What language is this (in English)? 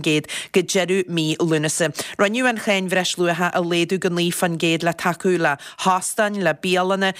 Irish